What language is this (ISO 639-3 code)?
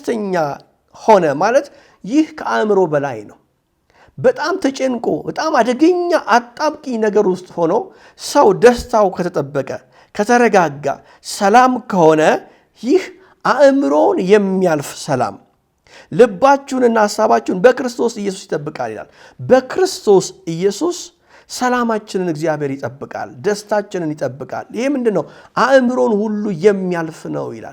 amh